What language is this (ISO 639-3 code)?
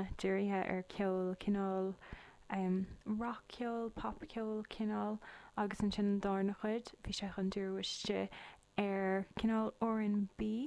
gle